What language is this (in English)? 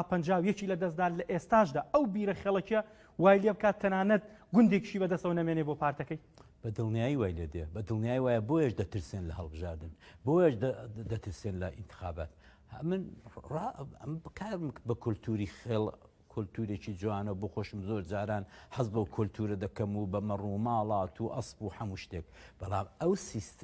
Central Kurdish